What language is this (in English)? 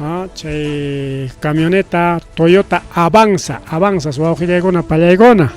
Ayacucho Quechua